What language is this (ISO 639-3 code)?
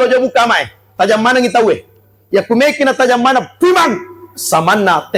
bug